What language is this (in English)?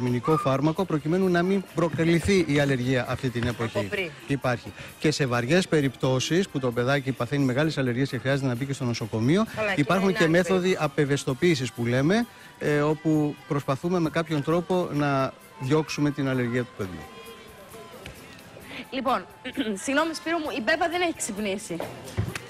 Greek